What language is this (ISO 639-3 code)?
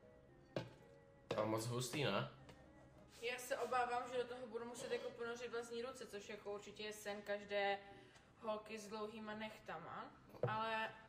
ces